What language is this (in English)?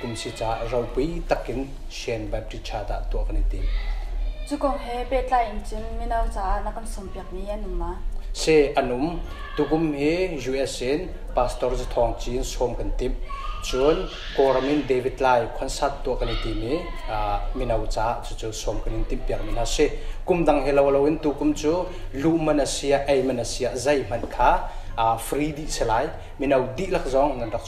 Hakha Chin